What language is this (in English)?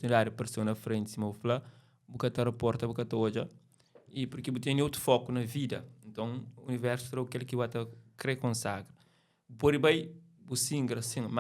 Kabuverdianu